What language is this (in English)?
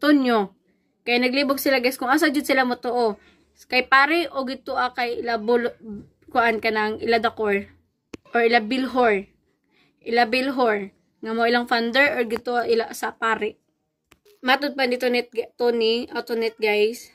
Cebuano